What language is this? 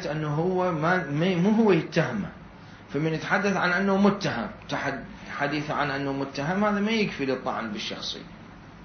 Mesopotamian Arabic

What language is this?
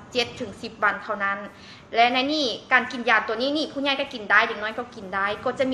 Lao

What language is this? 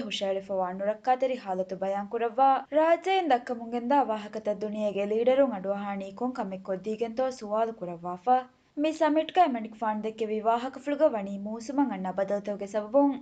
Divehi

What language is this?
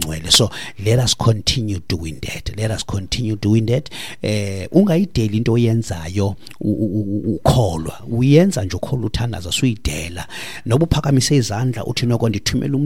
Xhosa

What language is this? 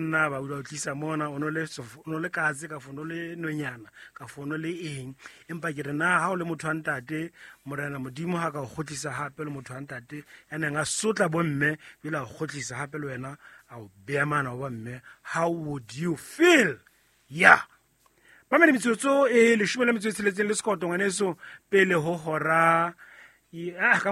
Southern Sotho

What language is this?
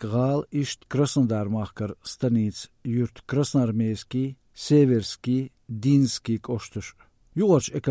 Chechen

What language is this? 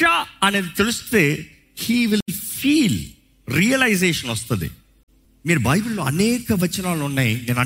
Telugu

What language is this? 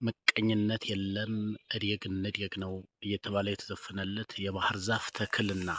Amharic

